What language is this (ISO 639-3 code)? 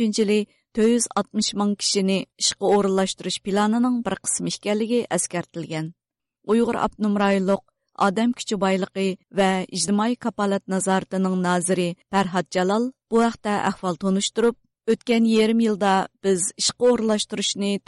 uig